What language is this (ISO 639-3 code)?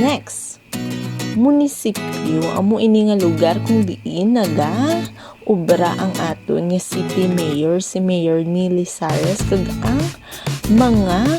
hil